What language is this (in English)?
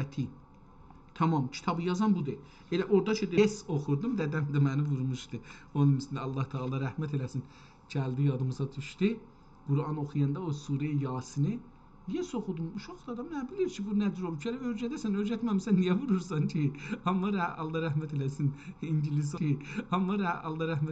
South Azerbaijani